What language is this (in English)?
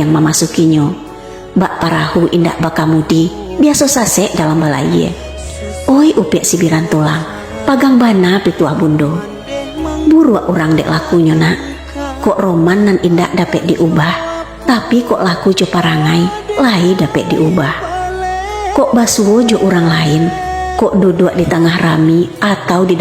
Minangkabau